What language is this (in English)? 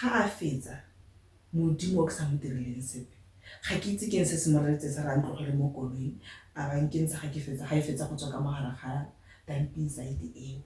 Tswana